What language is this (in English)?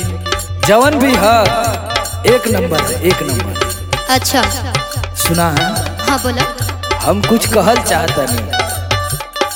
Bhojpuri